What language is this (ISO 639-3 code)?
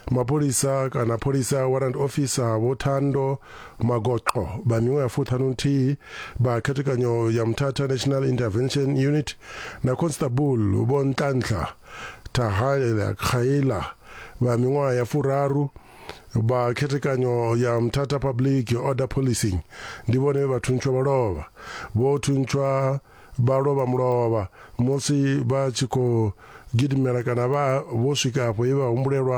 ven